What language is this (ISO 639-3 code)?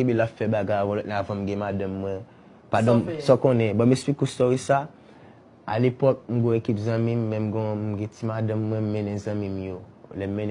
hat